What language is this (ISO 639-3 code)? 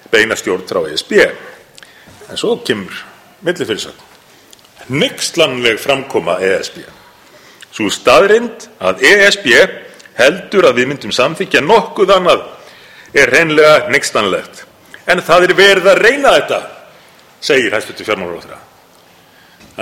isl